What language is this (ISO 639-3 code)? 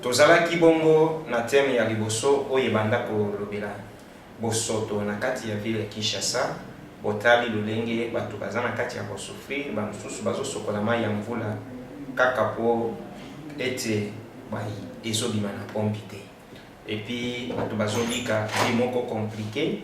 lin